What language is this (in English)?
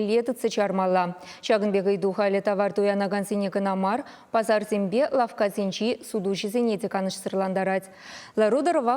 Chuvash